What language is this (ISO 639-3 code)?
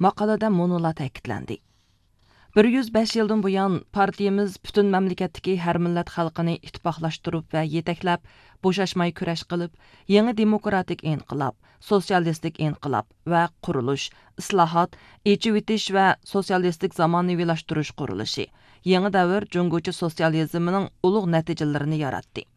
uig